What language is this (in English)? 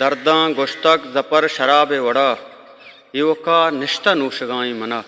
Eastern Balochi